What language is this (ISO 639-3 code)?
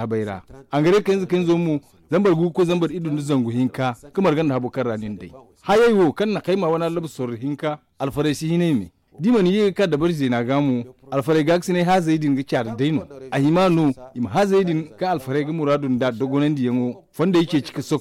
dje